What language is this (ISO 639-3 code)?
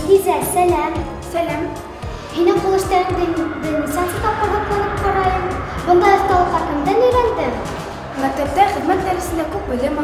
bak